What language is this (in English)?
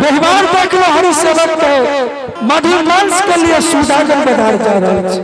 Angika